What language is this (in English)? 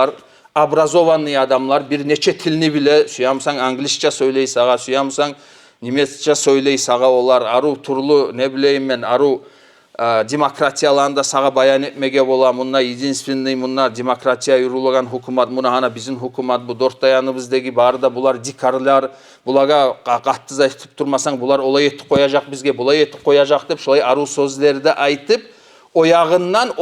Kumyk